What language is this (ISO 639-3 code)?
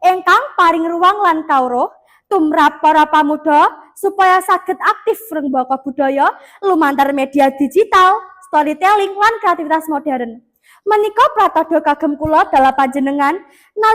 jav